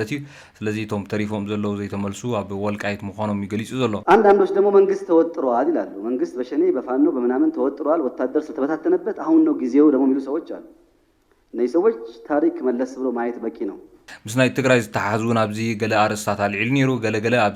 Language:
Tigrinya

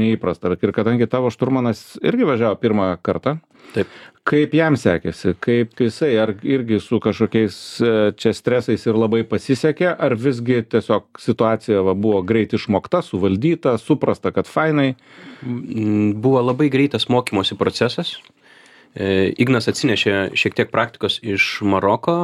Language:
Lithuanian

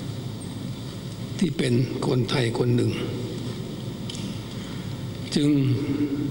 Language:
Thai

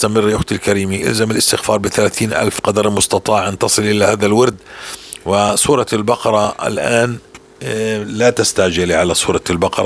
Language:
North Levantine Arabic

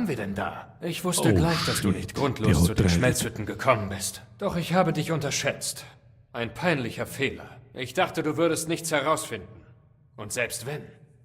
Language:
Bavarian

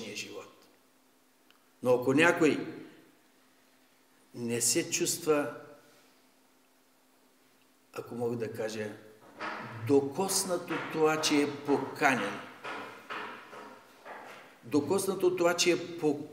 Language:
Bulgarian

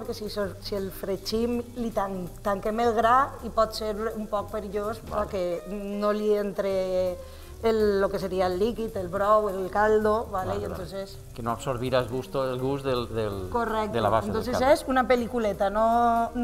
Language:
Catalan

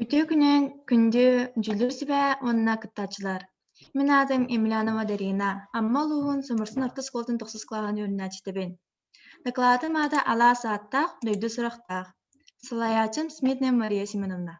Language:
Yakut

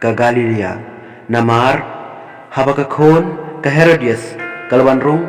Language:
Khasi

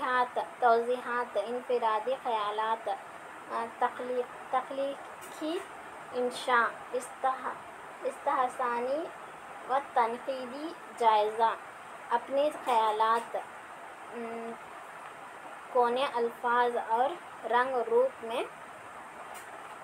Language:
Urdu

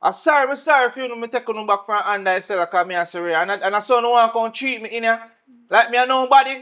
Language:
Jamaican Creole English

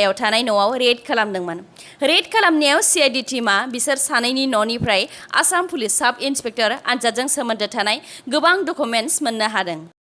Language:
Bodo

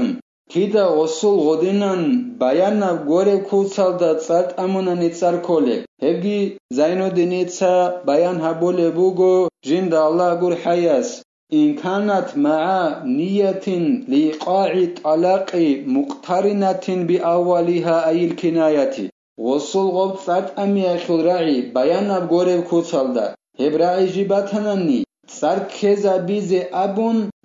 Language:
Avaric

